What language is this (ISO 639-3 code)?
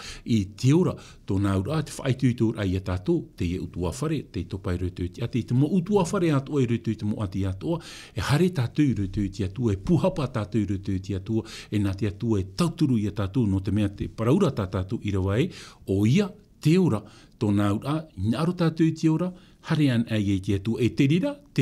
tah